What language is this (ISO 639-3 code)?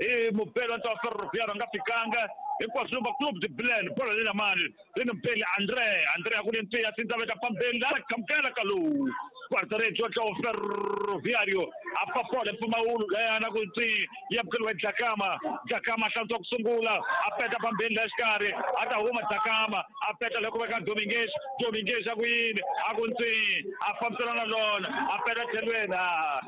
tso